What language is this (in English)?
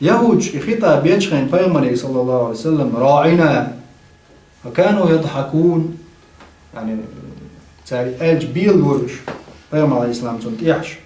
Chechen